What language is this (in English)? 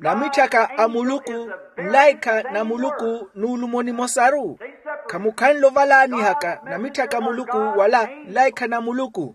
Makhuwa